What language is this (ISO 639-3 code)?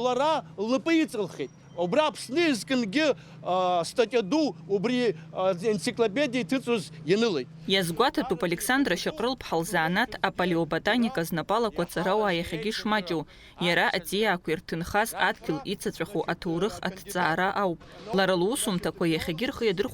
abk